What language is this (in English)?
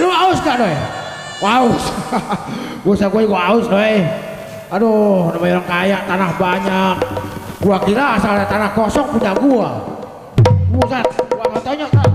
Betawi